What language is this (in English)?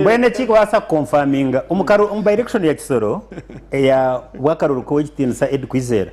Nyankole